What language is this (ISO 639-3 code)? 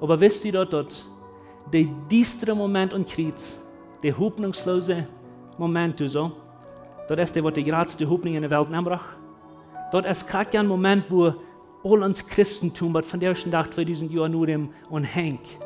pdt